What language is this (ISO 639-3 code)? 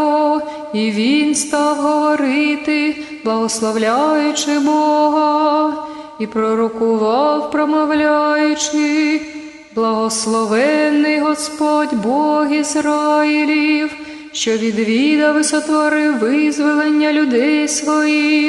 ukr